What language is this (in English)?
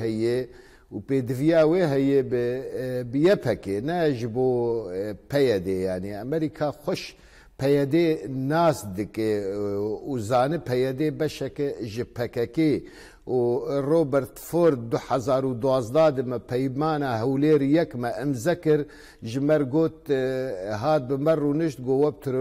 Kurdish